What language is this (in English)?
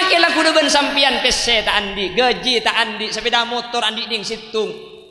Madurese